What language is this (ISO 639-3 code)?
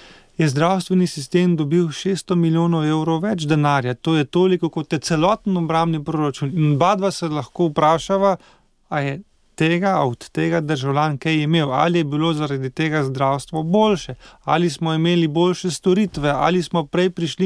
slv